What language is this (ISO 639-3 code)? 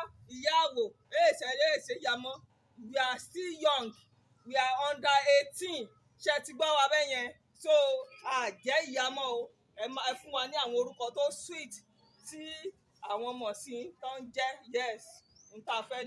yor